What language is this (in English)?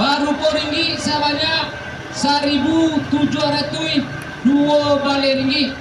Minangkabau